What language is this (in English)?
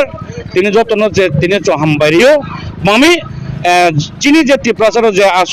Riang (India)